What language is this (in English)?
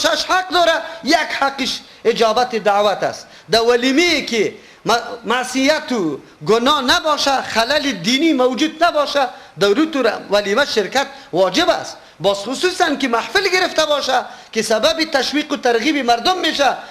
Persian